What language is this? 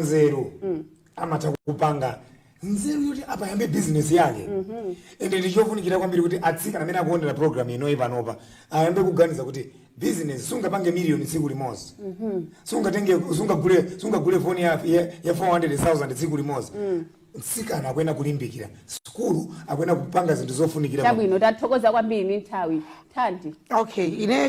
Nyanja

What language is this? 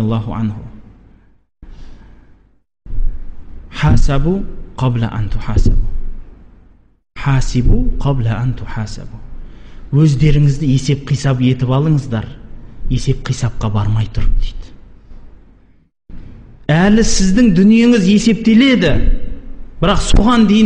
Kazakh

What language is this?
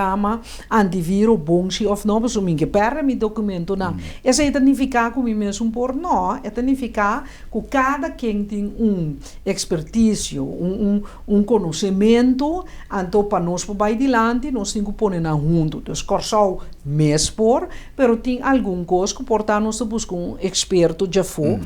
Papiamento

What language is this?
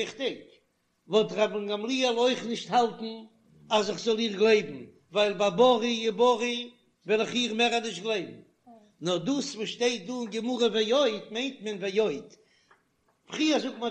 Yiddish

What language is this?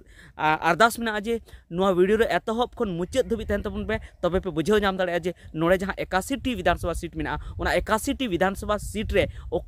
Santali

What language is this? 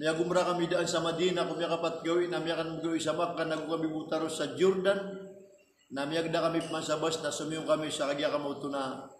Maranao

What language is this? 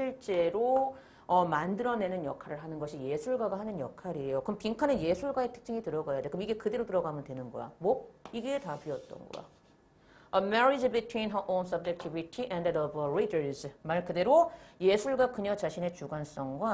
Korean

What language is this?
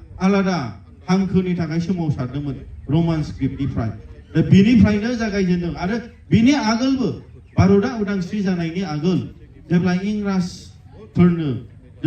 Bodo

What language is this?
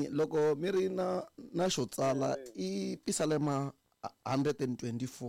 Tsonga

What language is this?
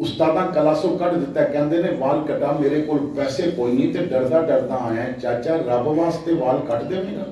Western Panjabi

